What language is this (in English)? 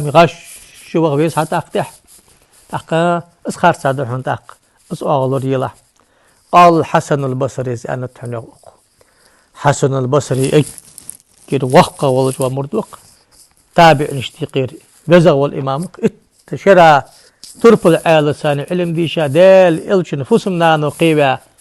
Ingush